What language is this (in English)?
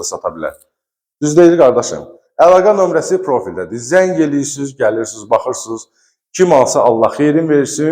Azerbaijani